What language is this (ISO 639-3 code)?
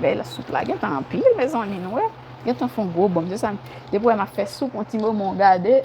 hat